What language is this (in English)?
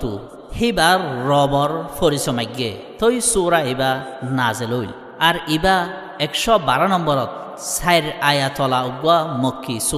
Rohingya